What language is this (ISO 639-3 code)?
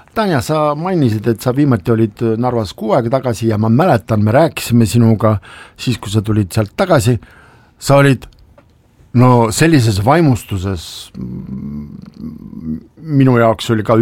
est